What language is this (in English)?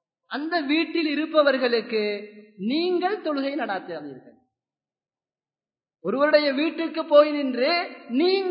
Tamil